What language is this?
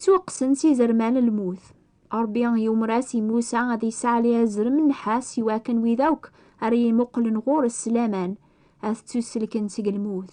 Kabyle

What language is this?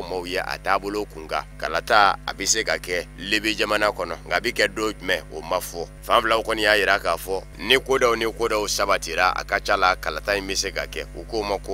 Bambara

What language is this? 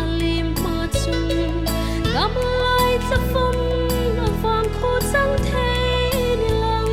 Hmar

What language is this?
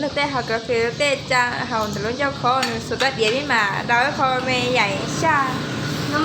Hmong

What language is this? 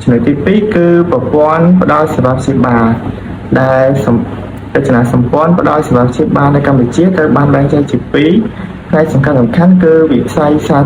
Khmer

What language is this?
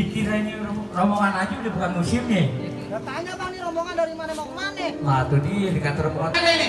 Betawi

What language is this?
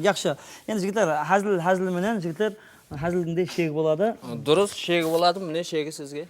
Kara-Kalpak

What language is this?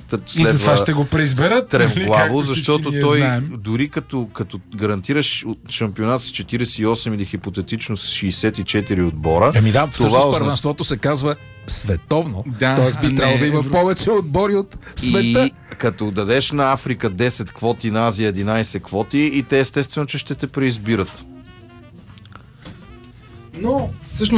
Bulgarian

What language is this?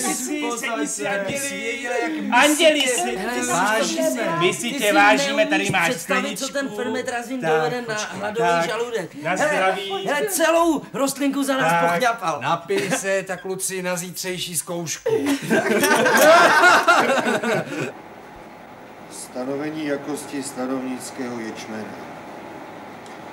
Czech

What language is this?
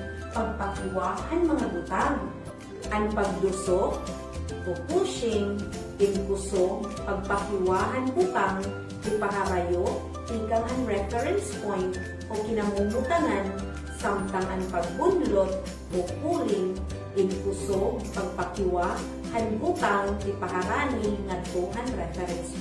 Waray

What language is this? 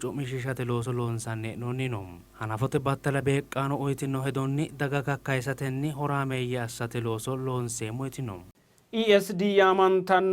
Sidamo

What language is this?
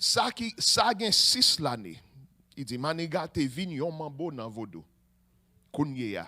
Haitian Creole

